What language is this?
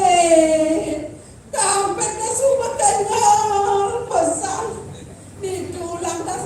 Balinese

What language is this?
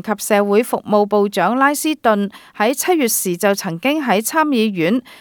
Cantonese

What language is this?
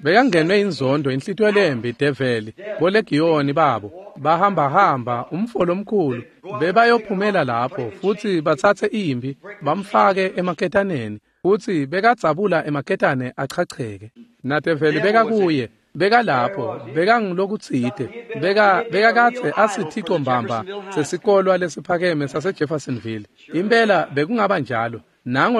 Swati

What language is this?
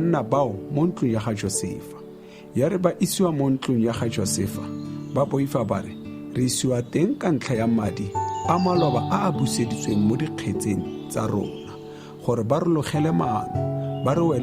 Tswana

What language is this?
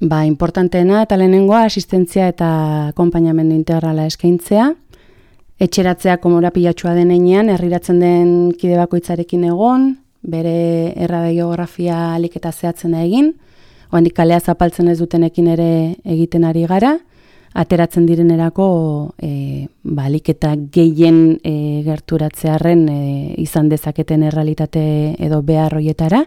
Basque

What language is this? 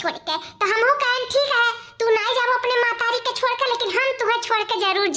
Awadhi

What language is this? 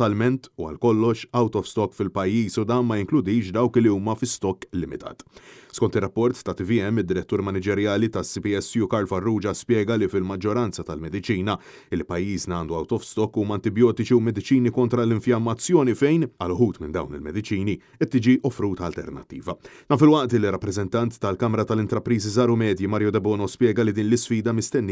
Maltese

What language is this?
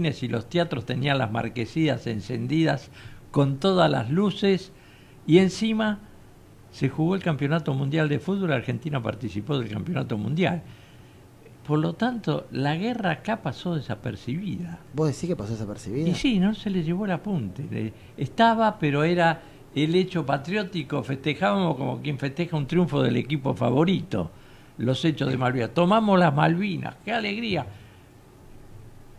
Spanish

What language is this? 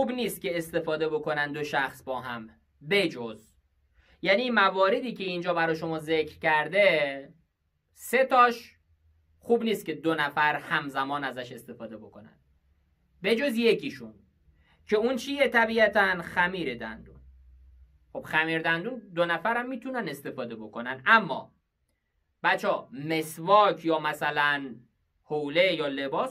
Persian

